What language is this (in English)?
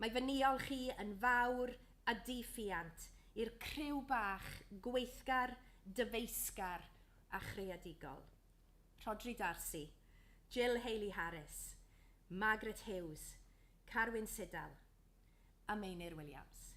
Welsh